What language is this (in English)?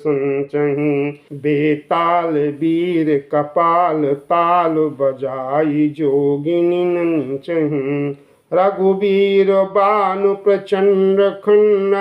Awadhi